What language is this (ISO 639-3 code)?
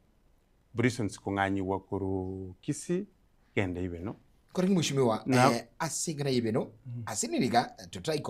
guz